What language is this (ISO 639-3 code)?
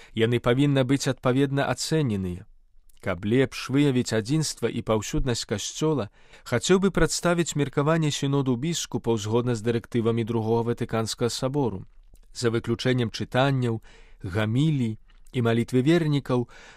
bel